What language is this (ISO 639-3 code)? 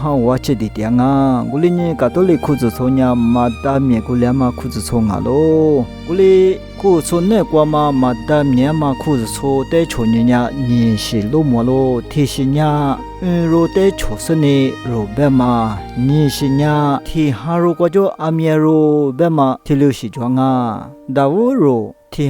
lis